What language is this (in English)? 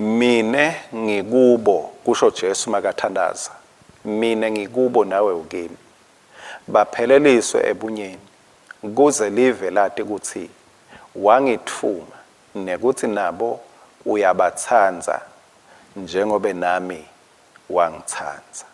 Swati